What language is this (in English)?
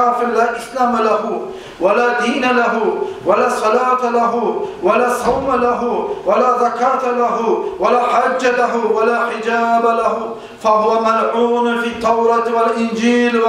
Kumyk